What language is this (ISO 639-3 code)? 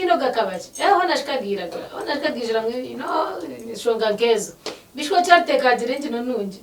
nyn